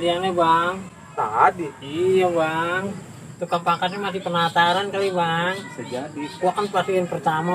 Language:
Betawi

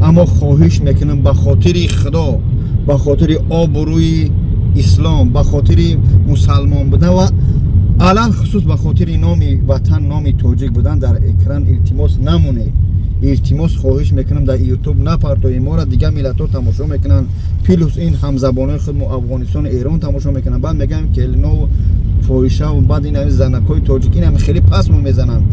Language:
Tajik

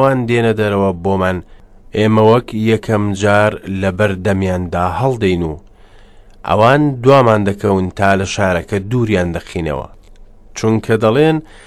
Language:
Central Kurdish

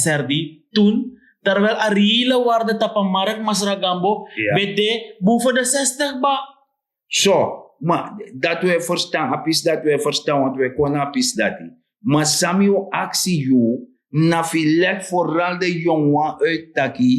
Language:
Sranan Tongo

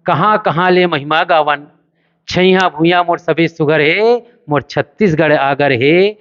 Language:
Chhattisgarhi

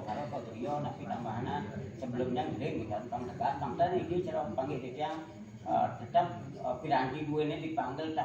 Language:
Balinese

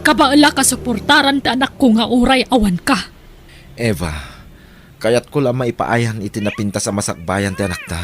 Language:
Iloko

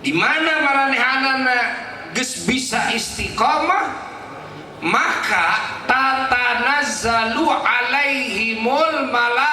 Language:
Sundanese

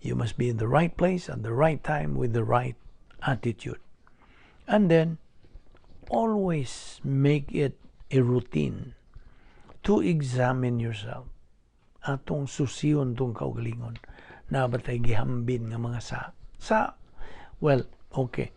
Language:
Cebuano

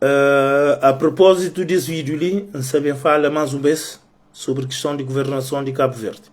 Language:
Kabuverdianu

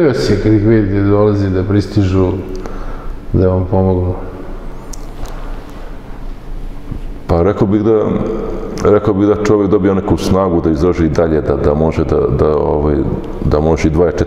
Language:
Serbian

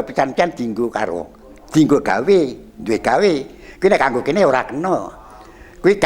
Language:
Javanese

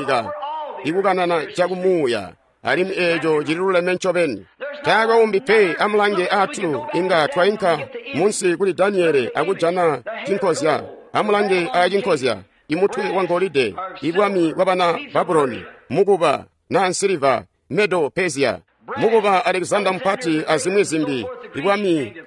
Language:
Tonga (Zambia)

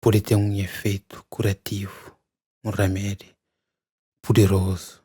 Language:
Kabuverdianu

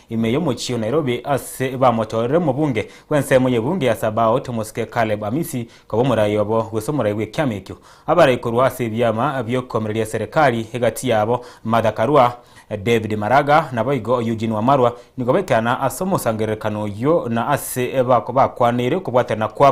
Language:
Gusii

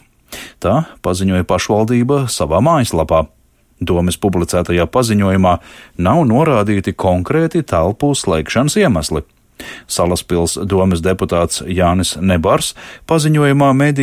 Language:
Latvian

